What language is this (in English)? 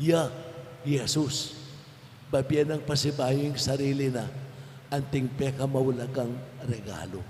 Pampanga